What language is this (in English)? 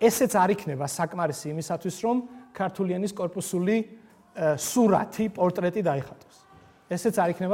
Georgian